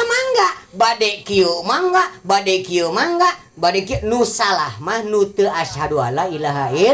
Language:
Sundanese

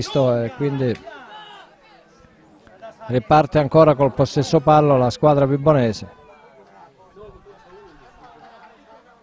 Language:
Italian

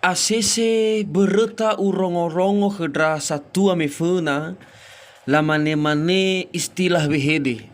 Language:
Nias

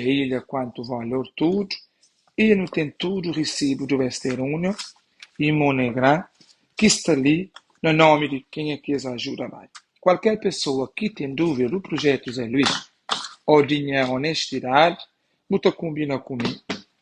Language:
Kabuverdianu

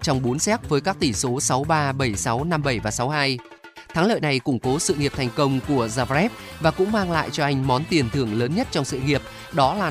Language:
Vietnamese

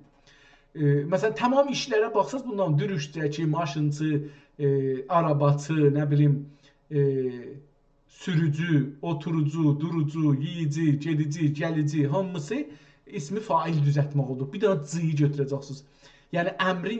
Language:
South Azerbaijani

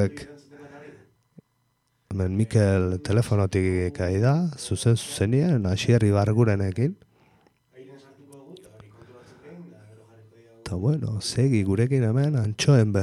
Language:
Basque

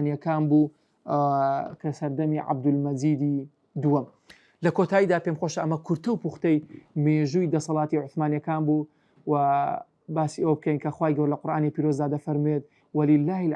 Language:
Central Kurdish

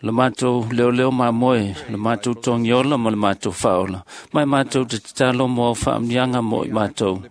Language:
Samoan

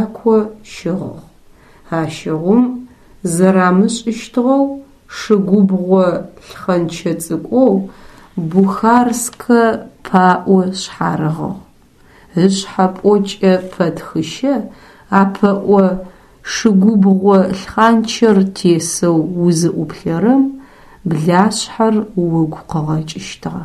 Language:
Adyghe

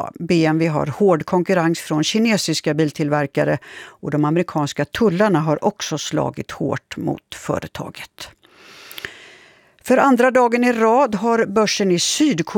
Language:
Swedish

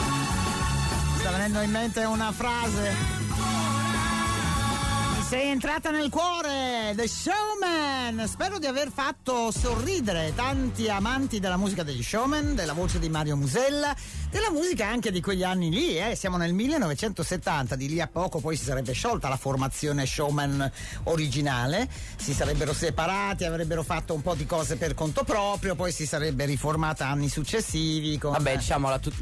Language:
Italian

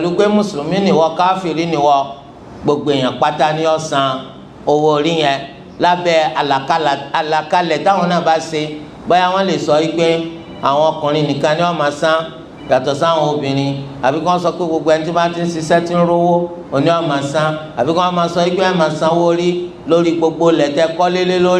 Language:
Yoruba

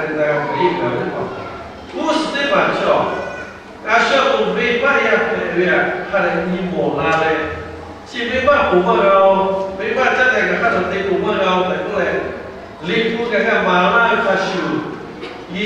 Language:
Lahu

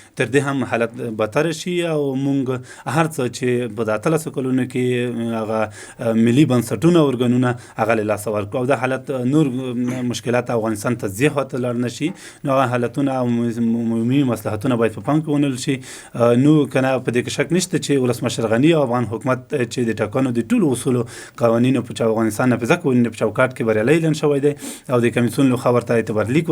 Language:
Pashto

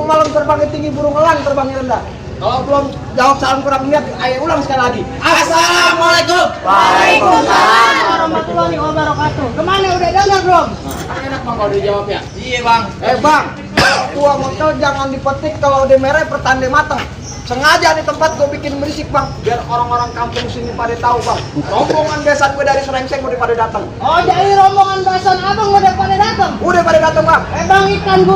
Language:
Betawi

